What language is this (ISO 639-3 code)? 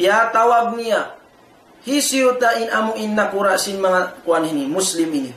tsg